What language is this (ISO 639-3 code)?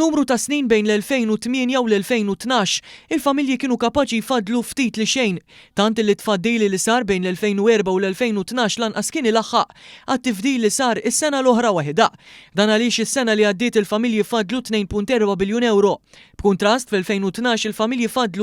mlt